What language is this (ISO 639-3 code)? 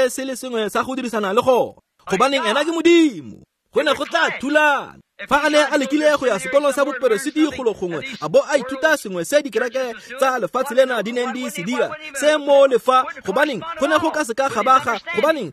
tsn